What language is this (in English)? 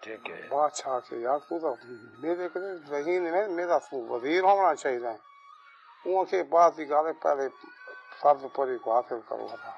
Saraiki